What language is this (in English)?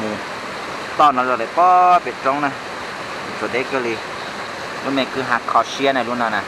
Hmong